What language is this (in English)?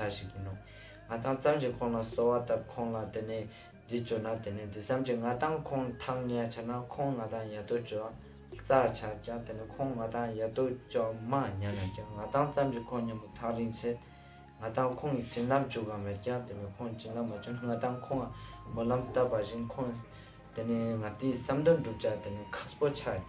Ladakhi